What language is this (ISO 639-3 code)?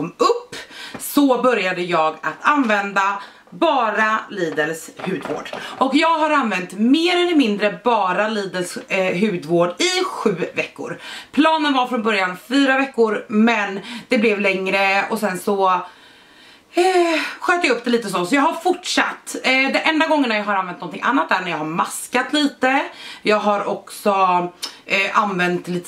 swe